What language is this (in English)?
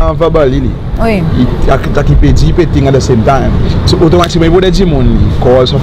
Seselwa Creole French